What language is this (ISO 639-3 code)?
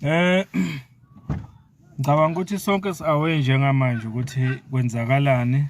zul